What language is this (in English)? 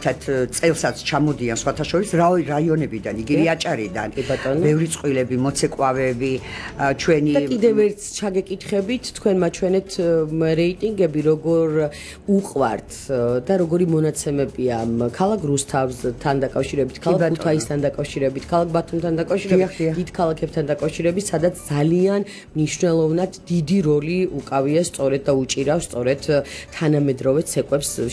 Georgian